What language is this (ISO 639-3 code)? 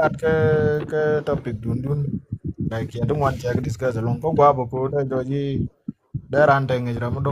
nus